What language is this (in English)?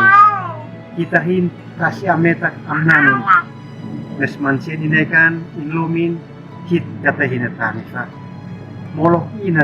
Uab Meto